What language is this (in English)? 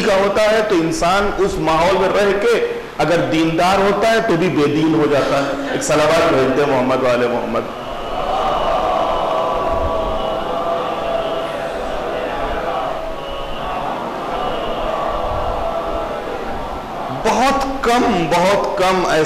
Urdu